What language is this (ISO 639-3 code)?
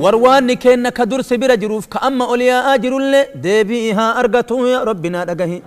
orm